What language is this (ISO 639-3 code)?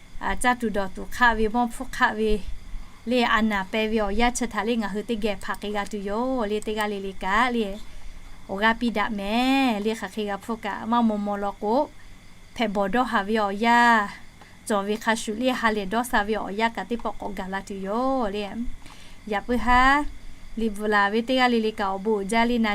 lhu